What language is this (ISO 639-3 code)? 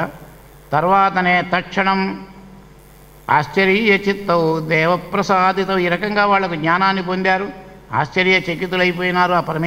tel